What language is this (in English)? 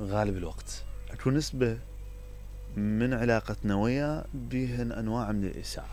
Mesopotamian Arabic